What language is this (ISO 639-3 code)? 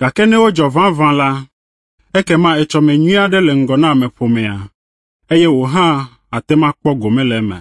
ewe